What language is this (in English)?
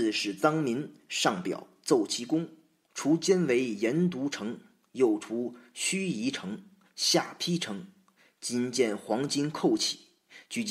Chinese